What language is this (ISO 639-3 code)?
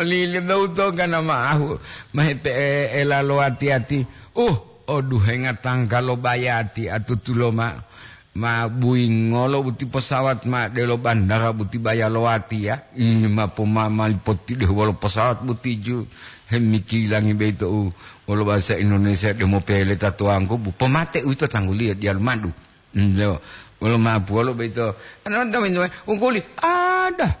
gor